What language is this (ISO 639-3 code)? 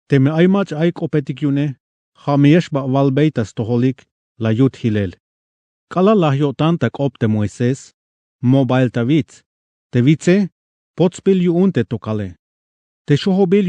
tzh